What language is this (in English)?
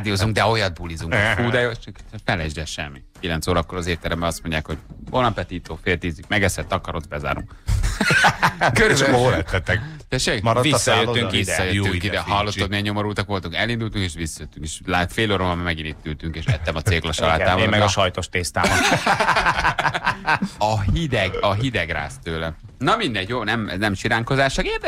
Hungarian